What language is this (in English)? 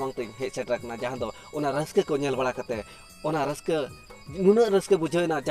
Santali